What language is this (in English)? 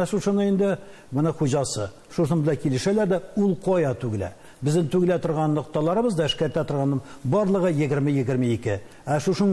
Tatar